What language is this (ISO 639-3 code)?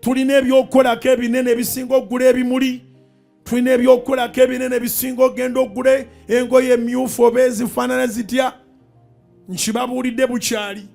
lug